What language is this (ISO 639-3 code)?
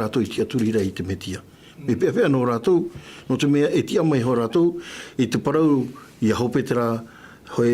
tah